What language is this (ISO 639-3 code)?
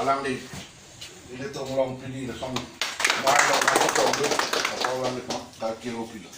mjw